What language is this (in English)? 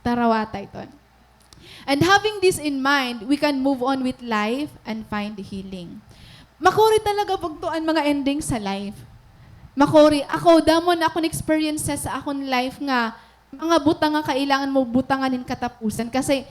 Waray